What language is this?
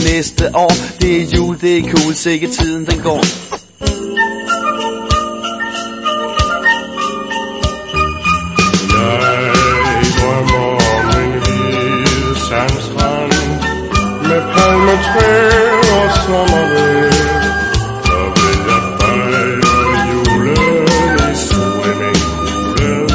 Danish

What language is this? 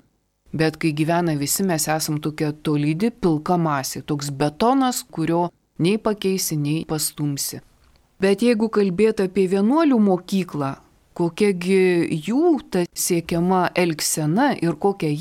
Lithuanian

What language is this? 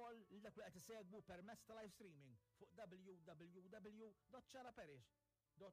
Maltese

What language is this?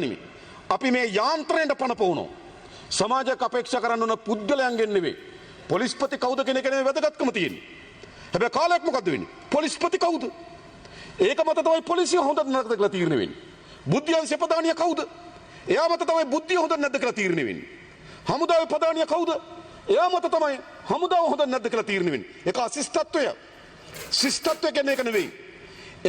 Sinhala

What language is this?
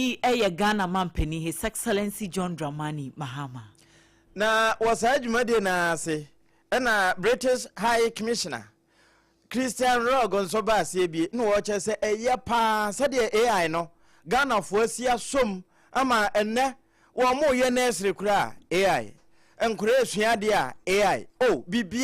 Akan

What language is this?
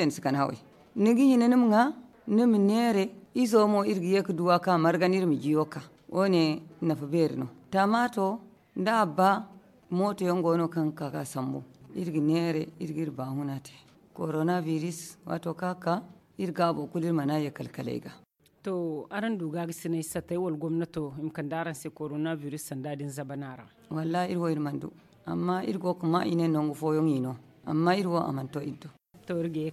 Zarma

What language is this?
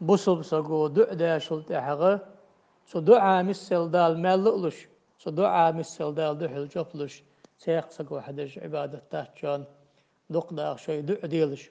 Ingush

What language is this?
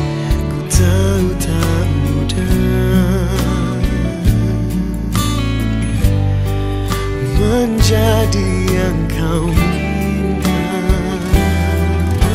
Indonesian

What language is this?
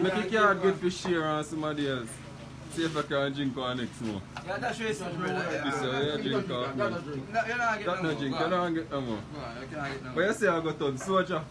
Jamaican Creole English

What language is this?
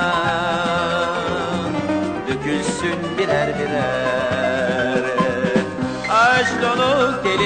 Turkish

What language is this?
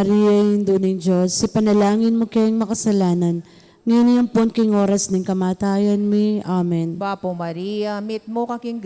Pampanga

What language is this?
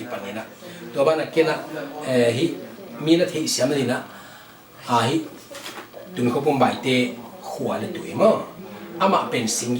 Tedim Chin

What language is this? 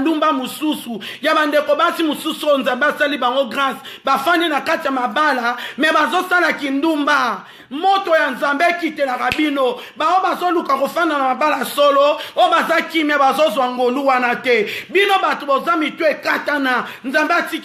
Lingala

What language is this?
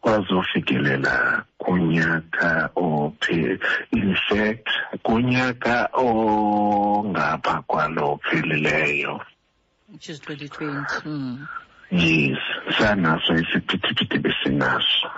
Xhosa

